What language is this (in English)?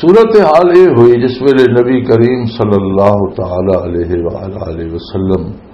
Western Panjabi